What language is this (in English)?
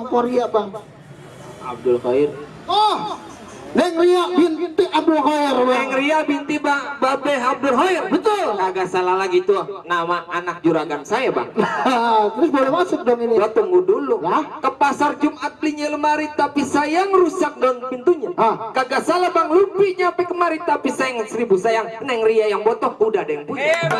Betawi